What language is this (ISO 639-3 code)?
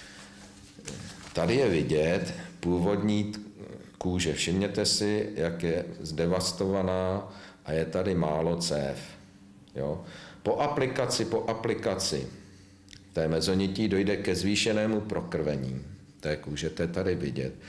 ces